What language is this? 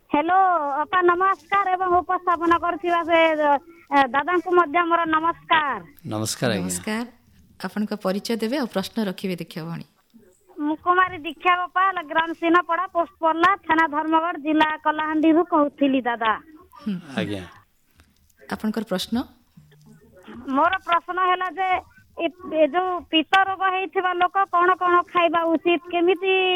Odia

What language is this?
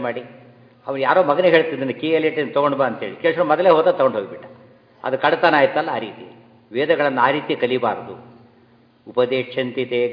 Kannada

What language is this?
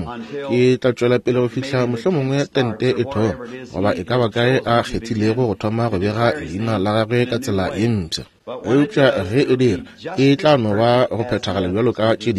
Northern Sotho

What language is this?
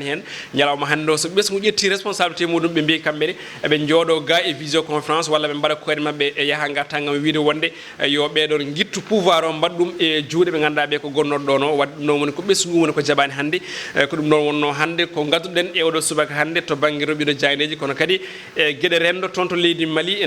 Fula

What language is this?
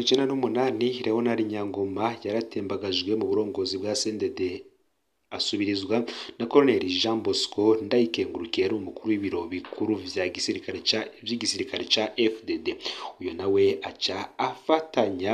Rundi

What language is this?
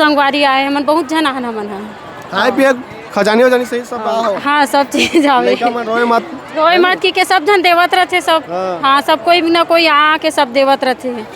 Chhattisgarhi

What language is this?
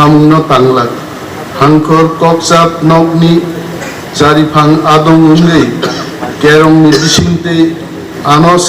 Kok Borok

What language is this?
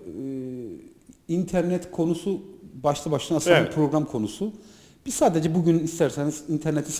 Turkish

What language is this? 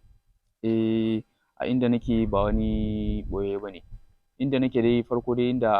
Hausa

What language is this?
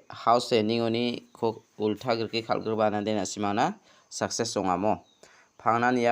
Garo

